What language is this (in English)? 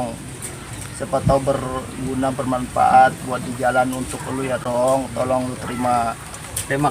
Betawi